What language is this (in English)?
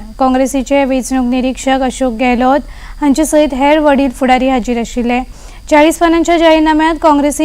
Konkani